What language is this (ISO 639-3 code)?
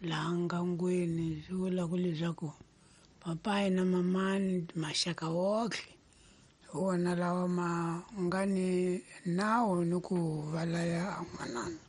tso